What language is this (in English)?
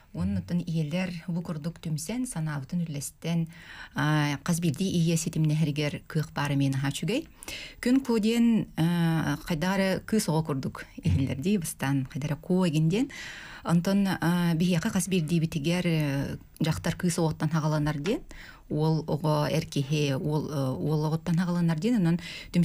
Yakut